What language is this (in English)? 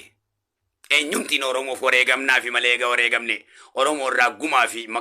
Oromo